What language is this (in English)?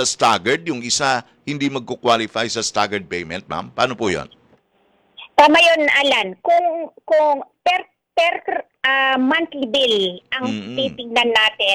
Filipino